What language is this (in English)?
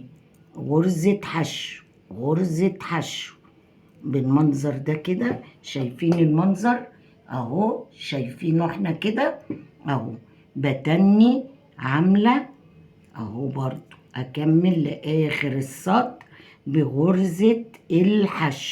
Egyptian Arabic